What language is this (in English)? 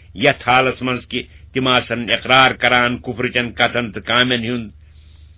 Kashmiri